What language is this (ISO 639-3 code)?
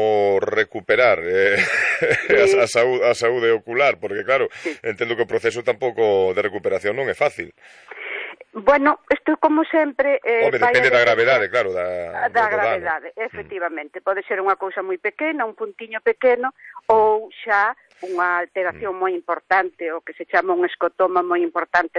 glg